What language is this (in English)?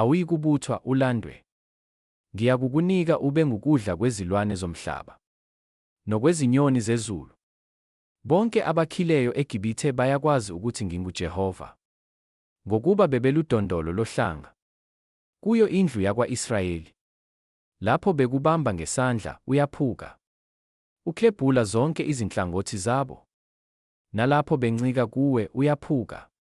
Zulu